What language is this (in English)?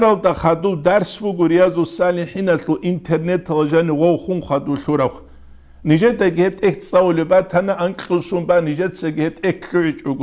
Avaric